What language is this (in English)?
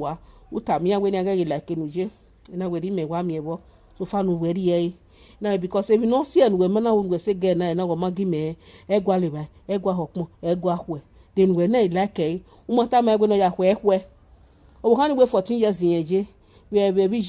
Nigerian Pidgin